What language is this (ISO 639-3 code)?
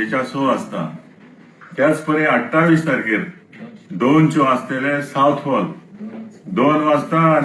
kok